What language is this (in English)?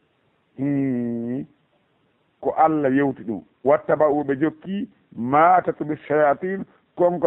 Fula